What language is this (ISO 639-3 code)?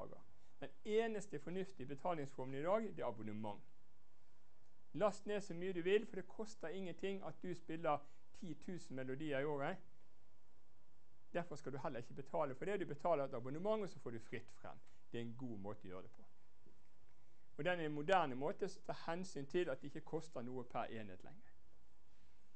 nor